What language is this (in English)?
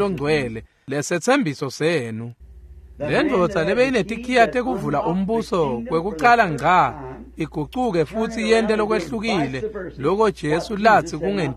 Swati